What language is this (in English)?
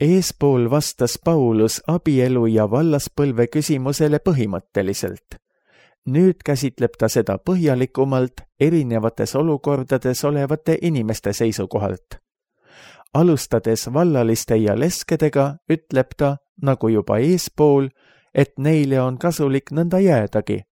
Estonian